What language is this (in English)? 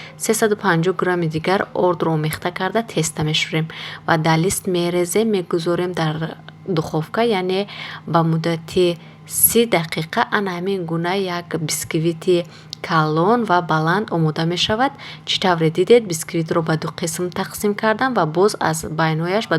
Tajik